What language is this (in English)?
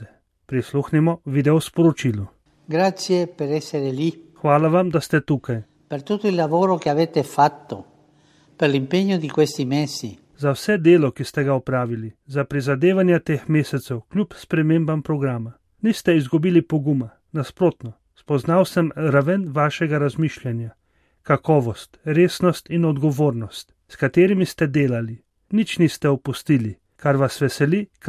Slovenian